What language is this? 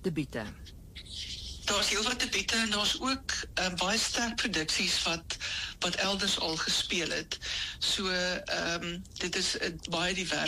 Afrikaans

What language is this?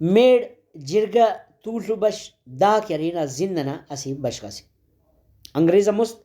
Brahui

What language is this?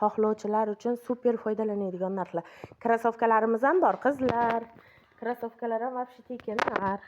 Uzbek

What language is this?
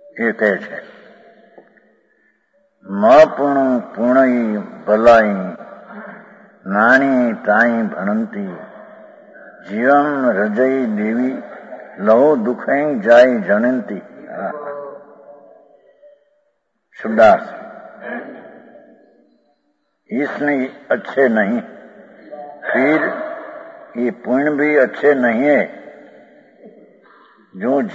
Gujarati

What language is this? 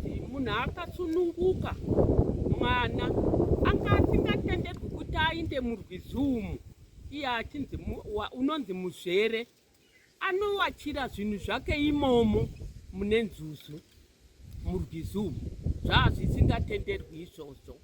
Shona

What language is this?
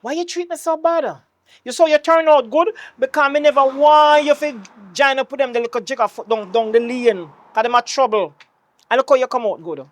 Jamaican Creole English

